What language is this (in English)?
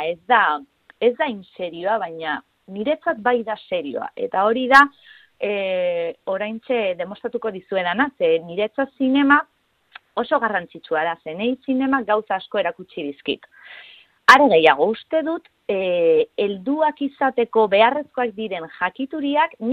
Basque